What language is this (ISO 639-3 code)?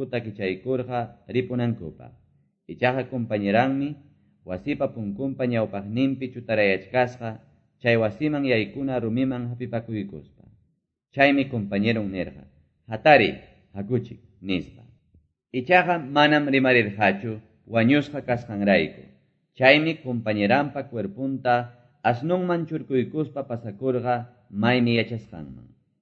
que